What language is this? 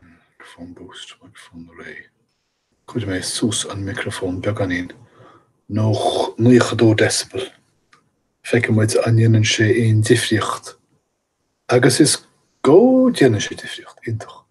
Irish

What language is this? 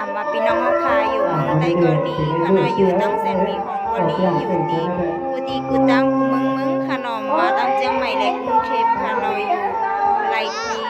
Shan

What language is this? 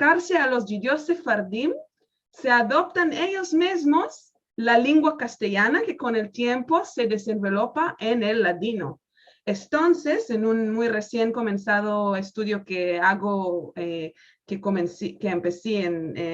Ladino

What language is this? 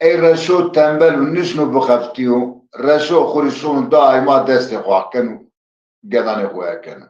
Zaza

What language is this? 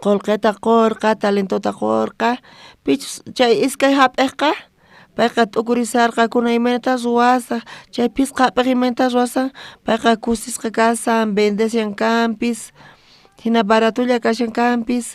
South Bolivian Quechua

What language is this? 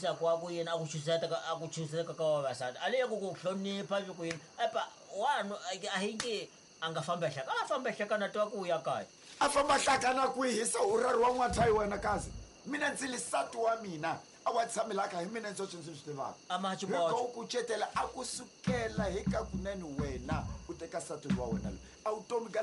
Tsonga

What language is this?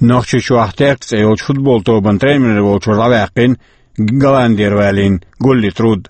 Chechen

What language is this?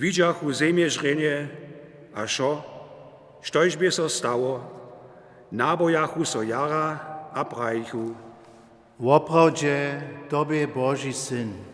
Upper Sorbian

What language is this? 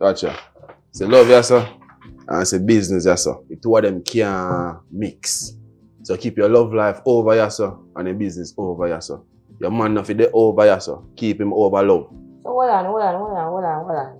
Jamaican Creole English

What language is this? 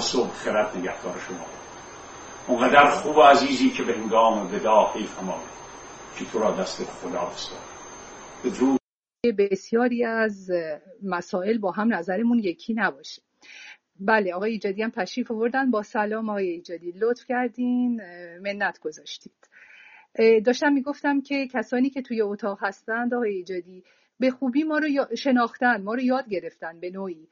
Persian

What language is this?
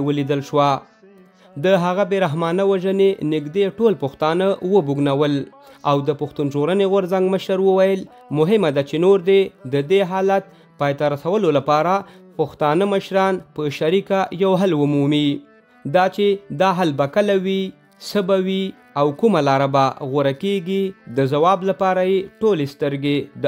Pashto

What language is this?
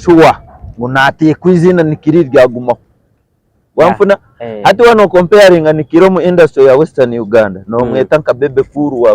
Nyankole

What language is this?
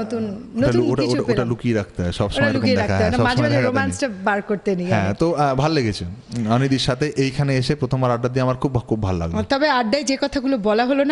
Bangla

